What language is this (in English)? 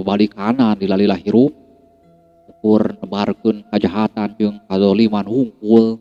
Sundanese